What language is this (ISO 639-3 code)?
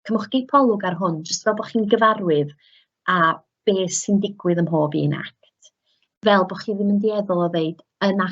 cym